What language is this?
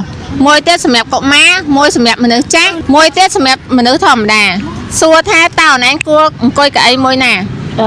Khmer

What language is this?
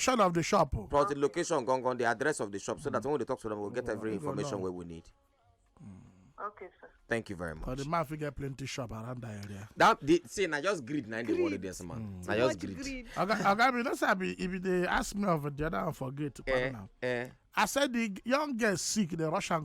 Nigerian Pidgin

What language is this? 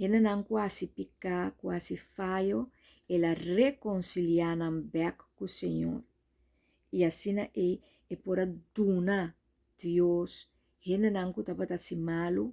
Papiamento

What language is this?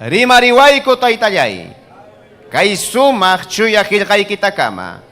Ayacucho Quechua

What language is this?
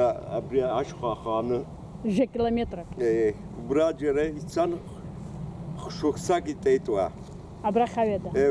Abkhazian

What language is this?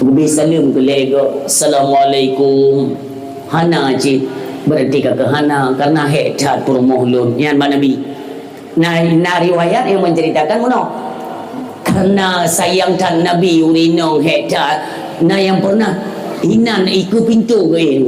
Achinese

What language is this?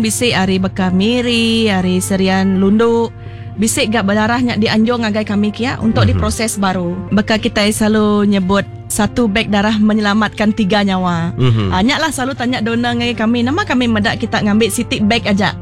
Iban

